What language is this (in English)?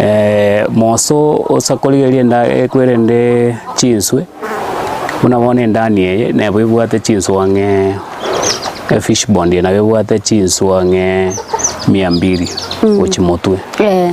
Gusii